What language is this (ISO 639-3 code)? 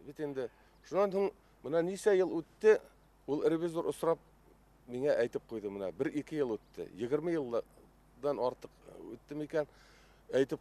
bak